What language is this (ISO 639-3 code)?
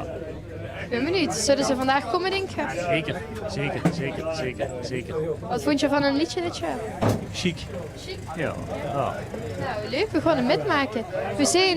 lim